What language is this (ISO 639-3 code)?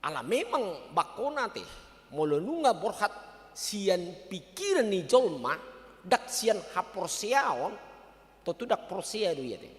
bbc